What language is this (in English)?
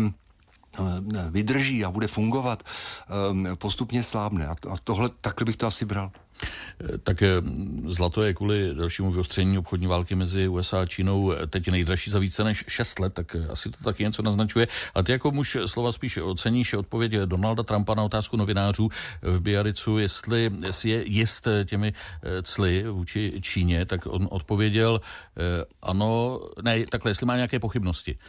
Czech